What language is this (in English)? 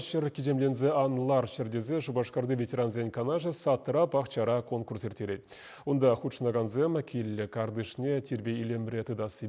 Chuvash